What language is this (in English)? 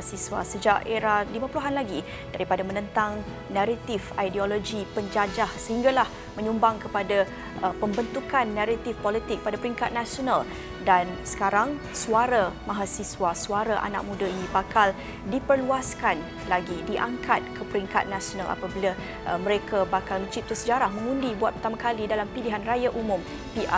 Malay